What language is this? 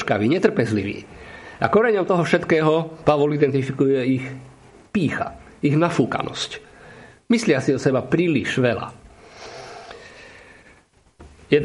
Slovak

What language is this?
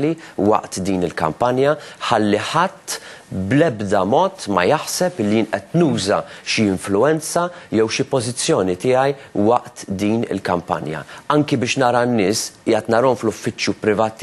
Maltese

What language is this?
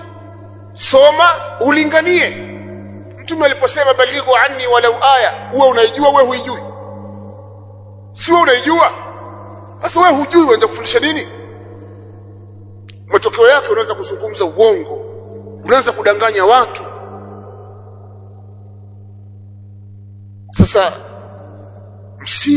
Swahili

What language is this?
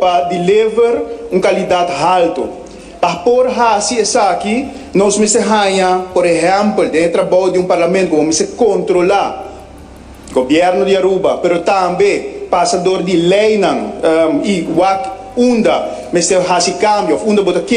Papiamento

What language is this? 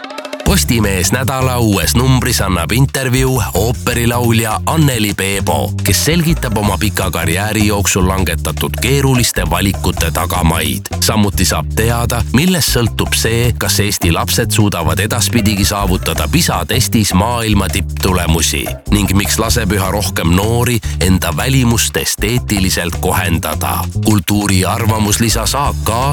Estonian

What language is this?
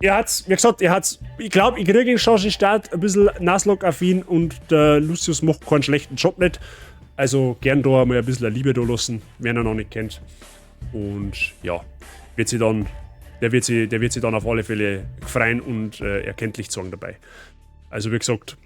Bavarian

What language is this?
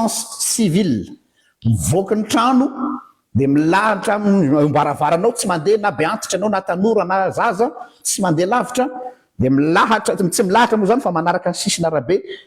Malagasy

